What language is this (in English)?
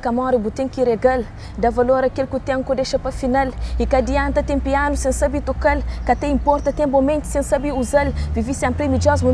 Kabuverdianu